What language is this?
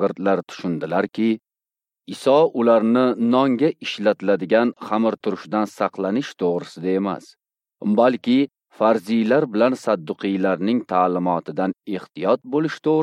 Uzbek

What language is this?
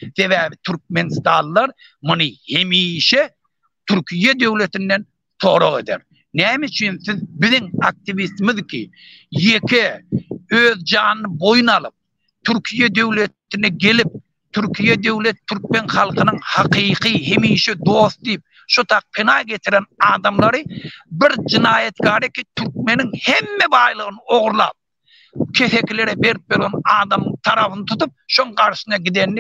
Turkmen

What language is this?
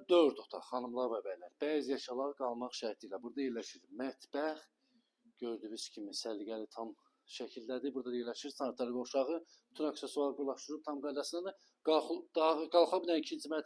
Azerbaijani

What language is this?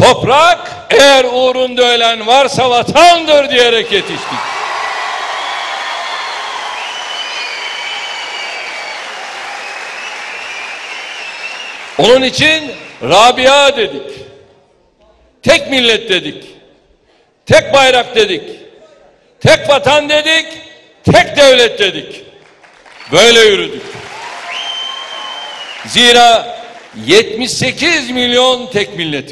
Turkish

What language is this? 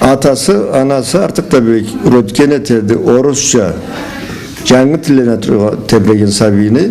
Karachay-Balkar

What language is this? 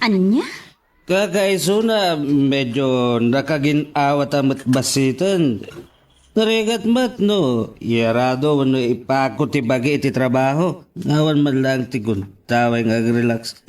Iloko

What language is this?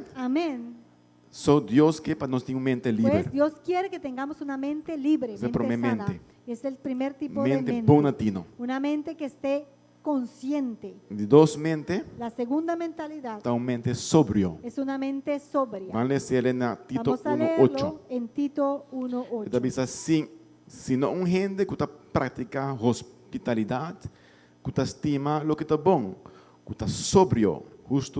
Papiamento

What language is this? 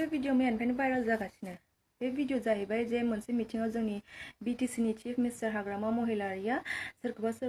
Bodo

